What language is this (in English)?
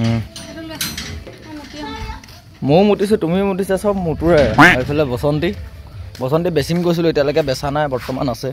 Assamese